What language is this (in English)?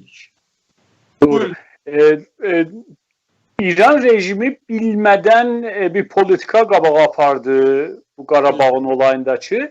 South Azerbaijani